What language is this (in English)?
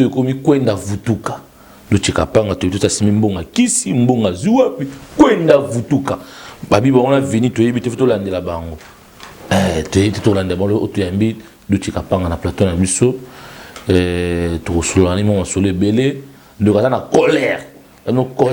Lingala